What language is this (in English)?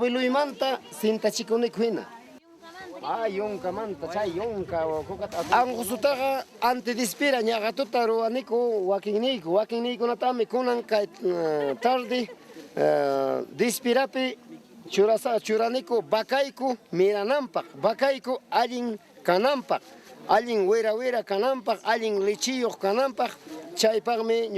Ayacucho Quechua